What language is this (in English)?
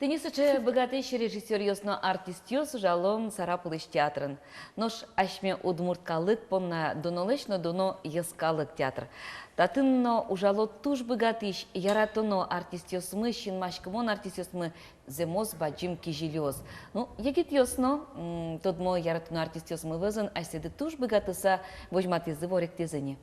Udmurt